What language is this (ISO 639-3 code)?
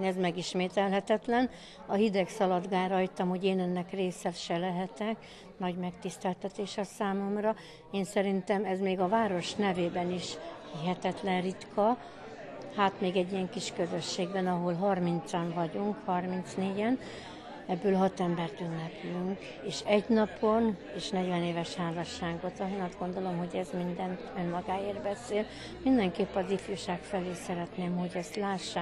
hun